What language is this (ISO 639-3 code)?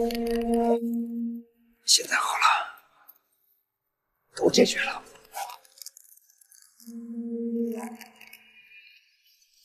zho